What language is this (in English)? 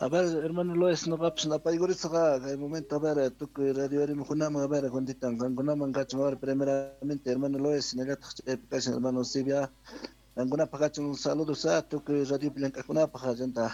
Quechua